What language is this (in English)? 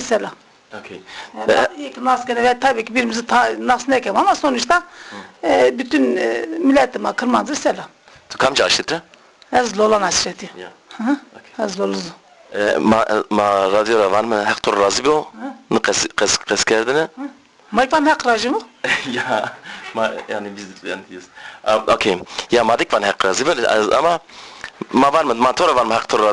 Zaza